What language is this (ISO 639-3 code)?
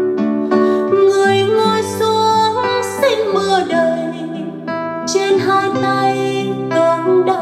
vie